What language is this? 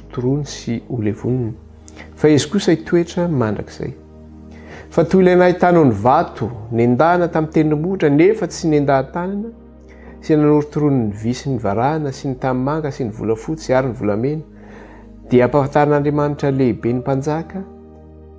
Malagasy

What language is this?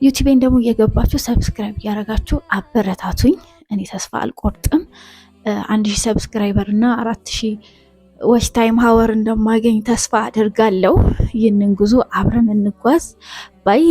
Amharic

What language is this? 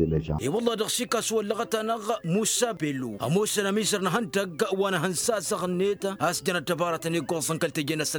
Tamasheq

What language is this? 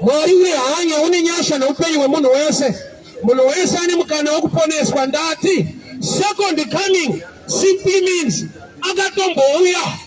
Shona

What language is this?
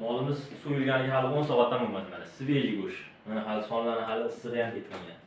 Uzbek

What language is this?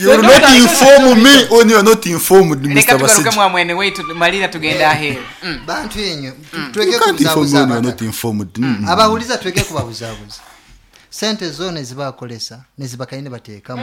Nyoro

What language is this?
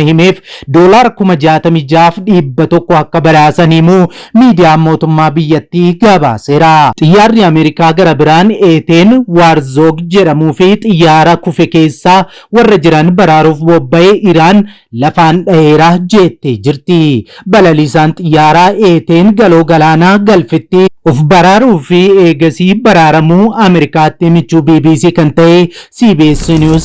Oromo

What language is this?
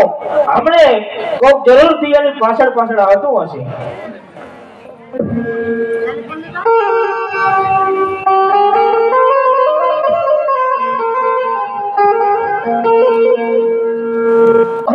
Gujarati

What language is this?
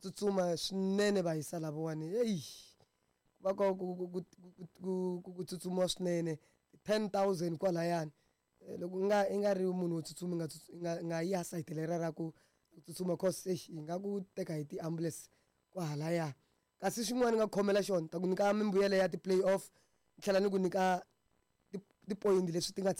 Tsonga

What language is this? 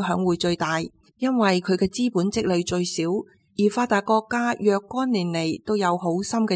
Cantonese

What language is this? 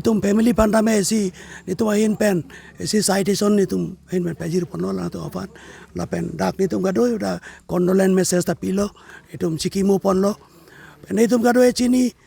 Karbi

